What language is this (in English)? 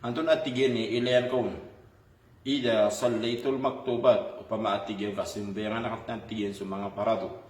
Maranao